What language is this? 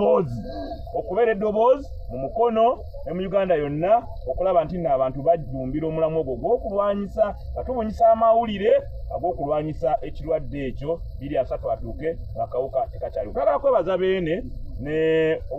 Ganda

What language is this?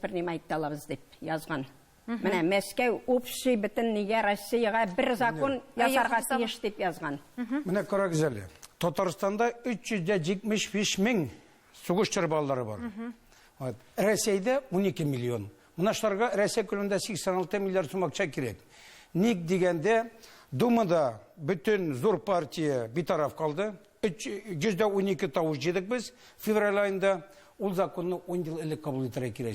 Tatar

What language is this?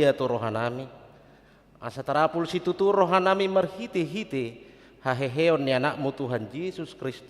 Batak Toba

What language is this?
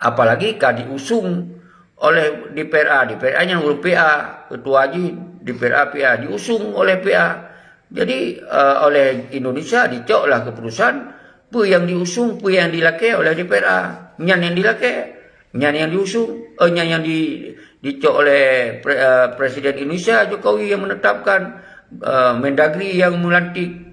Achinese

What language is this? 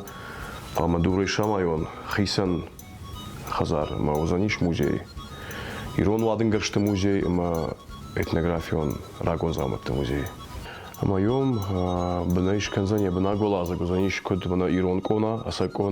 Ossetic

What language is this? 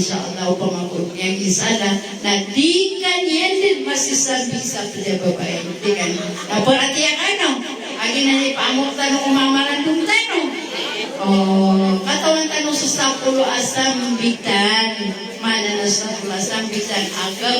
Maranao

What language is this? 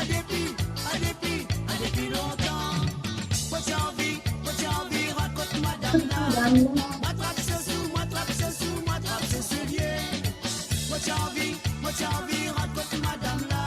Morisyen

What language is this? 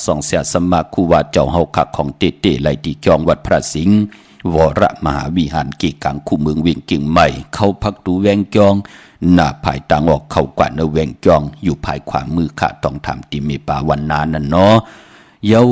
Shan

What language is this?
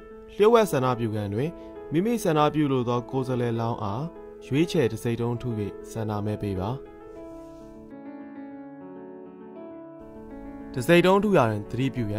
Burmese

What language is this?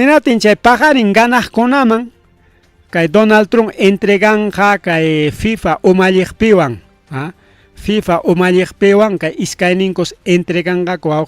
Ayacucho Quechua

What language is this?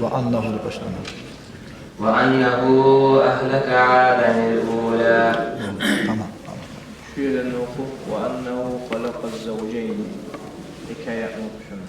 Kumyk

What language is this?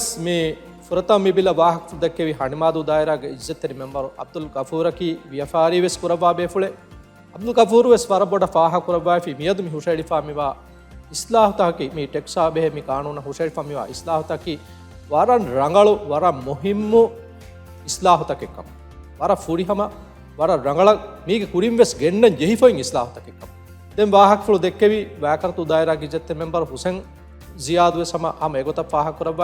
Divehi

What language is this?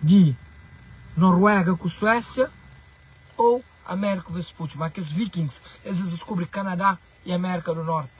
Kabuverdianu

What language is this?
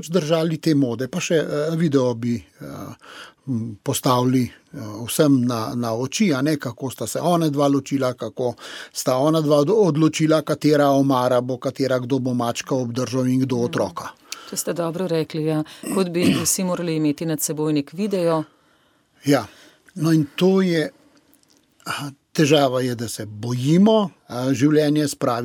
Slovenian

